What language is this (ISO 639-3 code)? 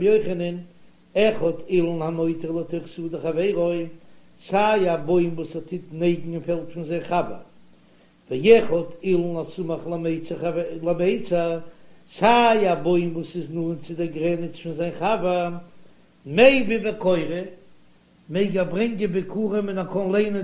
yid